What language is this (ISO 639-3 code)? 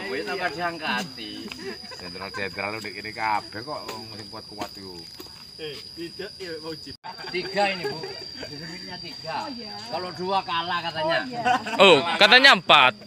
jav